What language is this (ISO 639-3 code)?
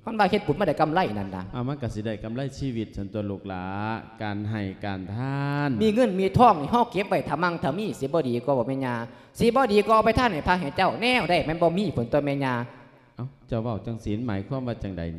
lao